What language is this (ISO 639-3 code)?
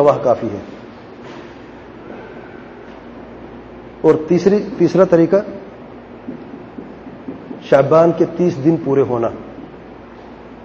urd